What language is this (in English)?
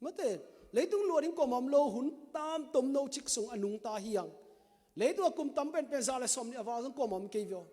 Tedim Chin